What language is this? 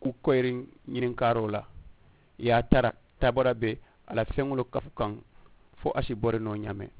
Mandingo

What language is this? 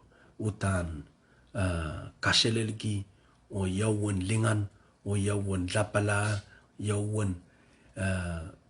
Pohnpeian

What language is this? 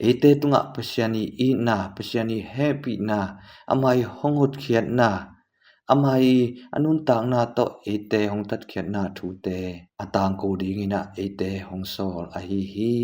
Tedim Chin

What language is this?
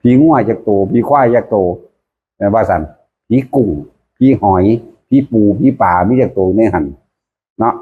Northeastern Thai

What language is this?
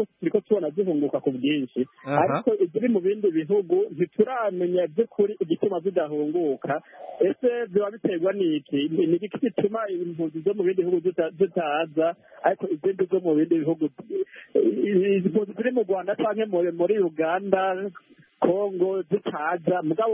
Kinyarwanda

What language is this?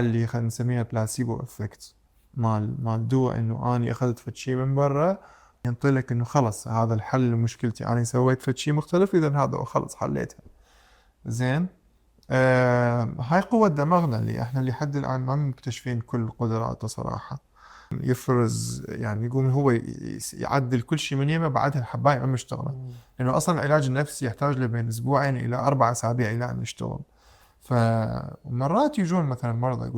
Mesopotamian Arabic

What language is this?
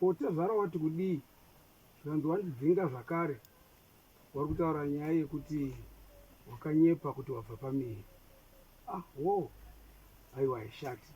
Shona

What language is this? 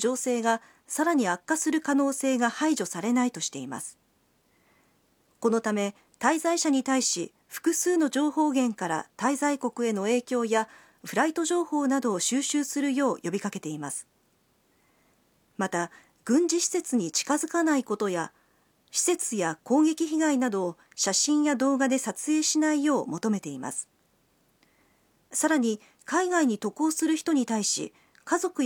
Japanese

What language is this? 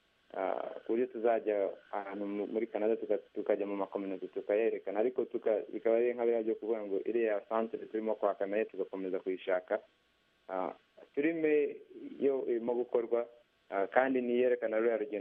Kinyarwanda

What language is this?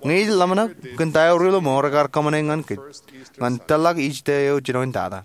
Marshallese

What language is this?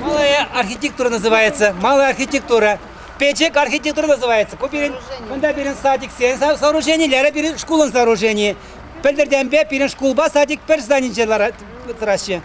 Chuvash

